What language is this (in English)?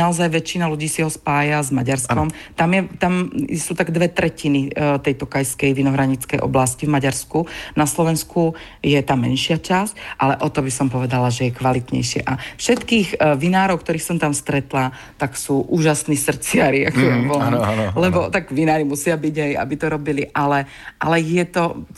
Slovak